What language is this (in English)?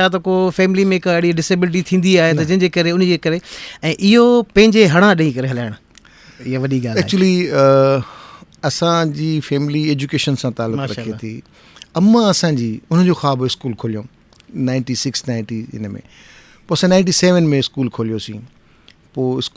Sindhi